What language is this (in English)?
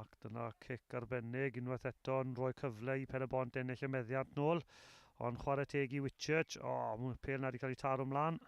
Welsh